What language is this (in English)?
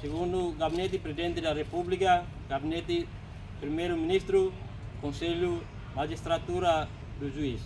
Tetum